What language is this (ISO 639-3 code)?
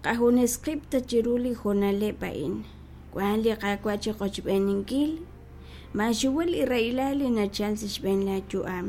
kek